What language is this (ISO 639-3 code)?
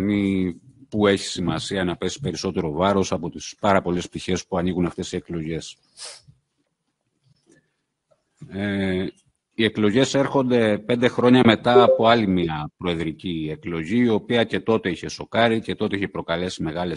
ell